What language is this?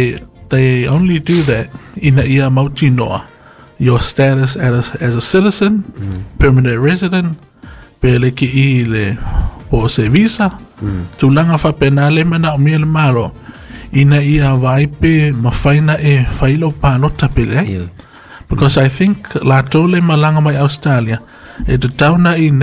Samoan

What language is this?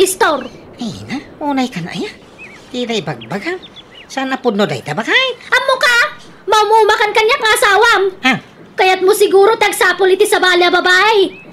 Iloko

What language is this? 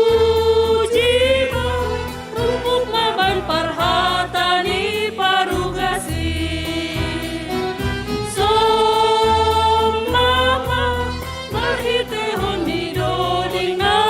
Batak Simalungun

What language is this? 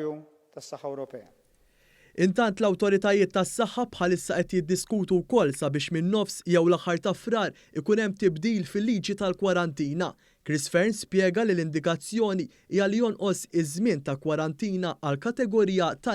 Maltese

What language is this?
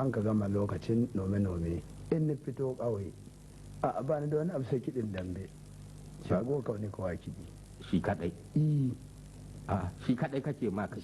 Hausa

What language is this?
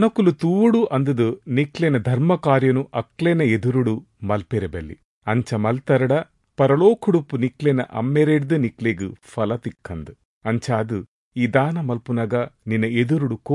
Tulu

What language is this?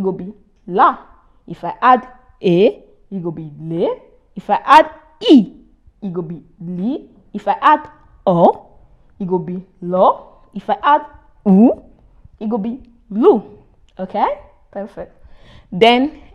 Nigerian Pidgin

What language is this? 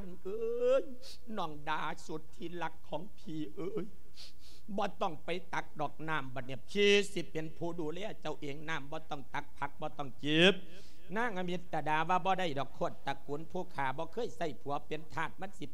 Lao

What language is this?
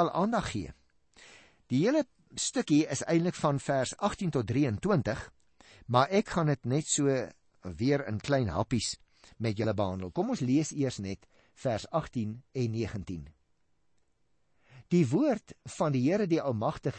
Afrikaans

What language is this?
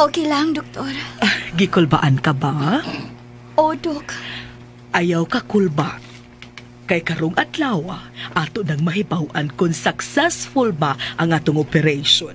Cebuano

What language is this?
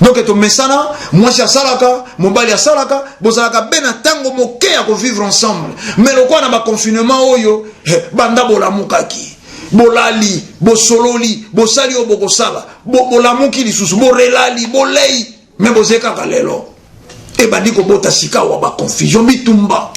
Lingala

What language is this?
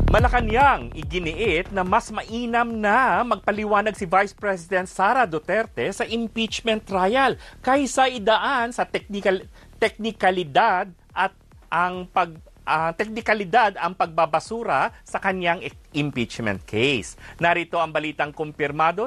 Filipino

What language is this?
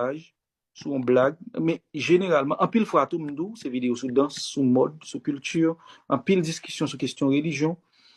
Haitian Creole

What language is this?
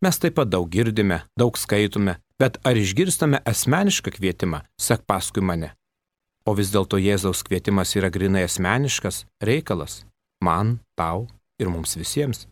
Lithuanian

